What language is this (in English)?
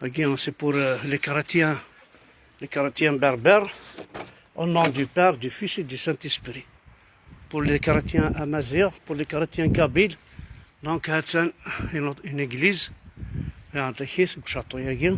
Kabyle